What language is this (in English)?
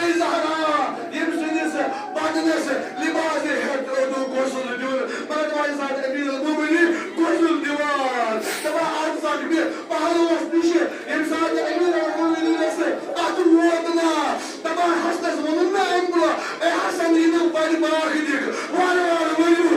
Kashmiri